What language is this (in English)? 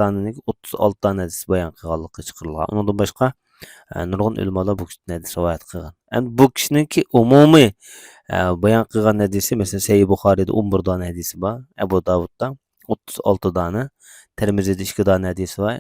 Uyghur